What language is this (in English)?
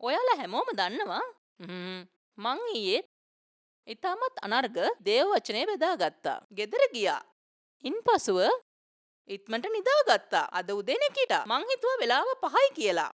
Sinhala